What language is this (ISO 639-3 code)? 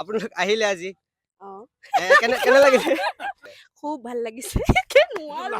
asm